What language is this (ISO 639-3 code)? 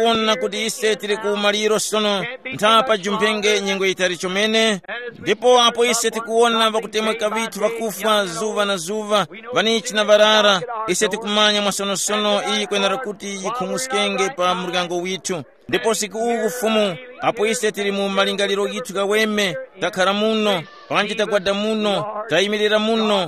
tum